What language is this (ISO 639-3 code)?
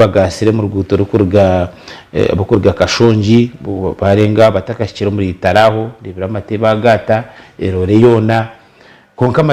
nyn